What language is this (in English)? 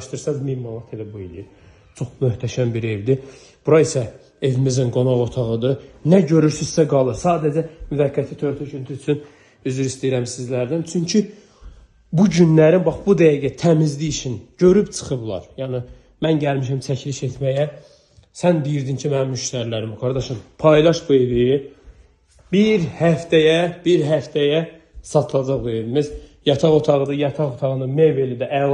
Azerbaijani